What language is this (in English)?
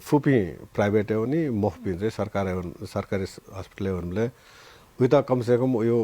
Newari